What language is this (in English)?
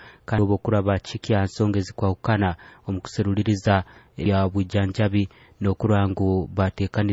Nyoro